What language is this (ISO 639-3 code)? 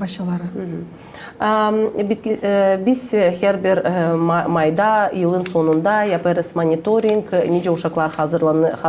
gag